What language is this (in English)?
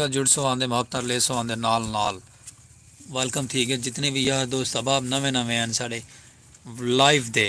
Saraiki